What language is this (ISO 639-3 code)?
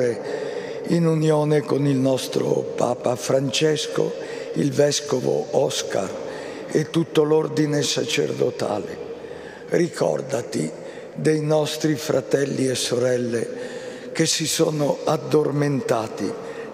ita